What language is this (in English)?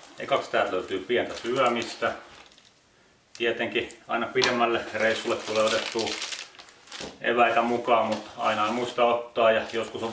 Finnish